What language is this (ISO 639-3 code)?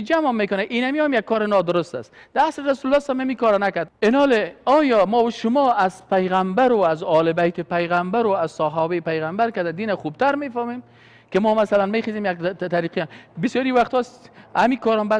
fas